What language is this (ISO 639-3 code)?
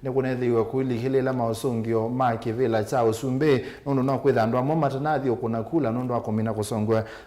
kam